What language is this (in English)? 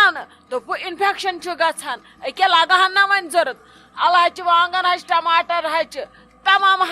Kashmiri